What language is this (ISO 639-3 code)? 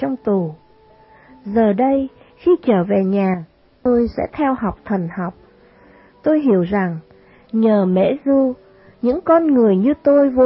vie